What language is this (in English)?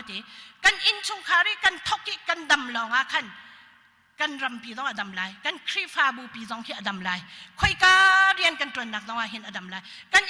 Hakha Chin